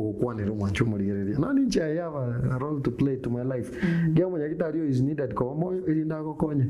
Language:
Gusii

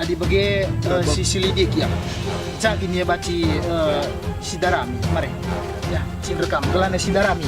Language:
Batak Karo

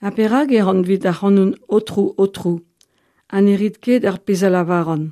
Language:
Breton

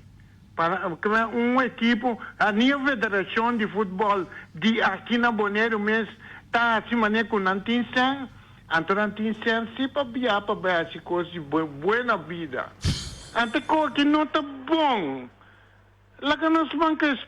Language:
Papiamento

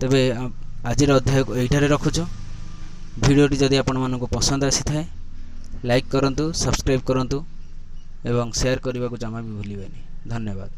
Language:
Odia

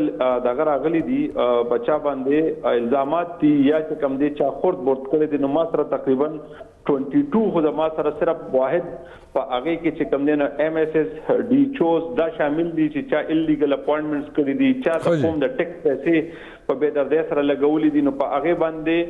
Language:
Pashto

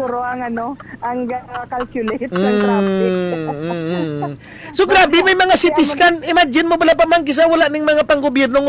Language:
Hiligaynon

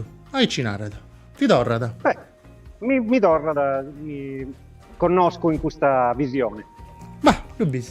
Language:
Sardinian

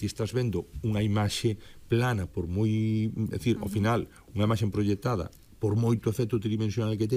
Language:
Galician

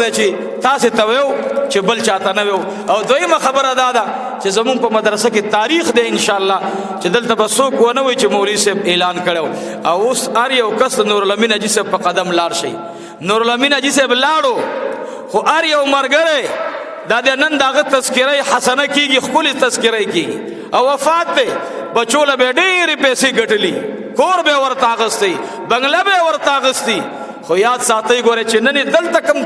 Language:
Pashto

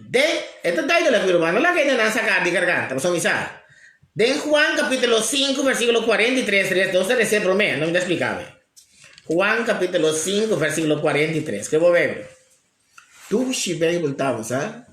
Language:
Papiamento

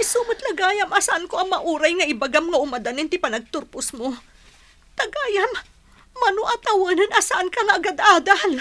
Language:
Iloko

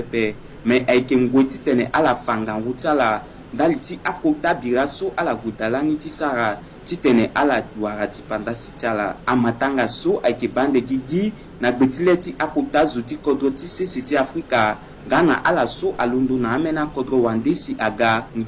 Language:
Sango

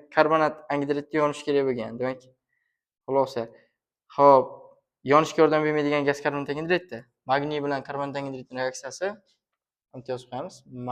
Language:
Uzbek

